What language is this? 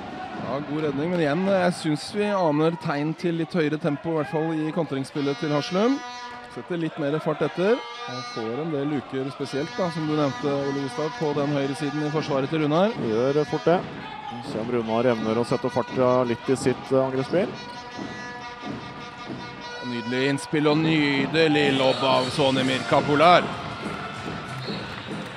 Norwegian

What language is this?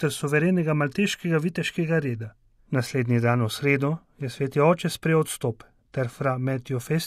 Slovenian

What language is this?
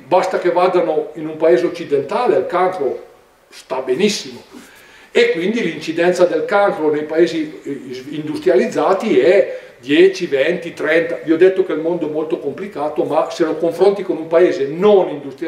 Italian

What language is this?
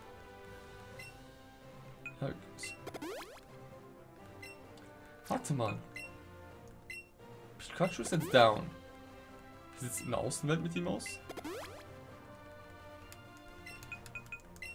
German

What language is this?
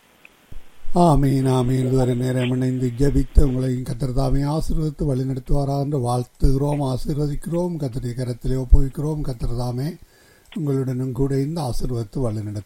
Tamil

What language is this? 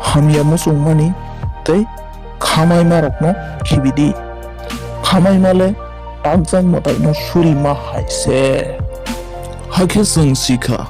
Kok Borok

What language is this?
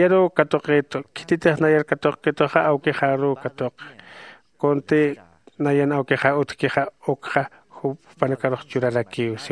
Aymara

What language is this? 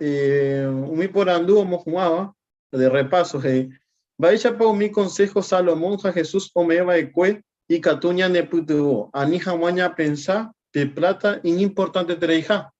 Guarani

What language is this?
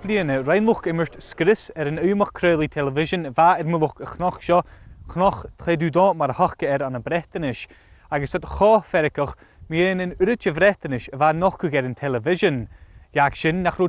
Scottish Gaelic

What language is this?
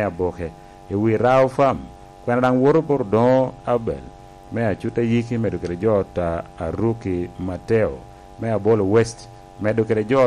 Lango (Uganda)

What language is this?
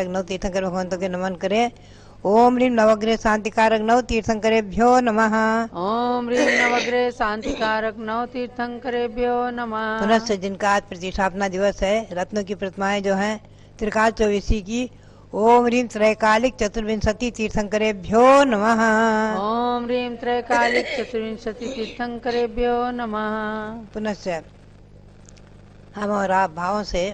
Hindi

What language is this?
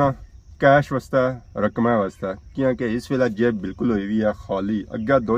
Pahari-Potwari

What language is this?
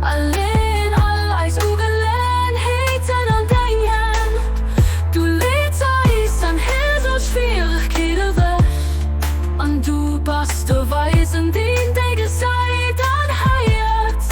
Luxembourgish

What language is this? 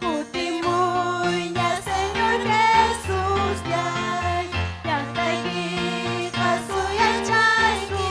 Ayacucho Quechua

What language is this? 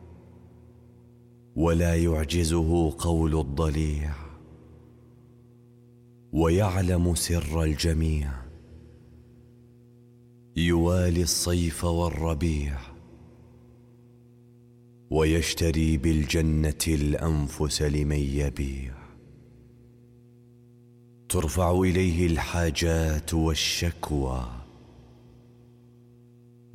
Arabic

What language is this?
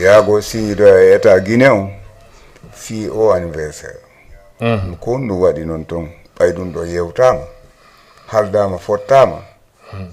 Fula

